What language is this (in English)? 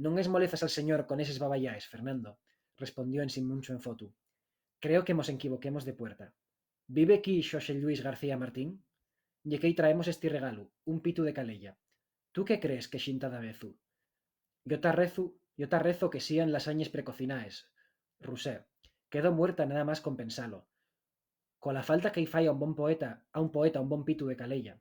Asturian